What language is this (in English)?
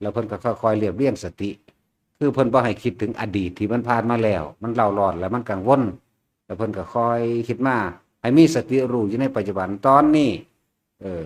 Northeastern Thai